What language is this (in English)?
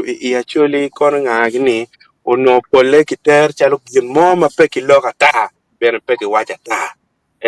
Acoli